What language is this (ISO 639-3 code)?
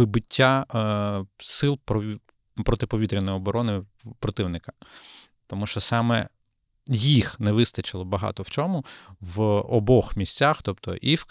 ukr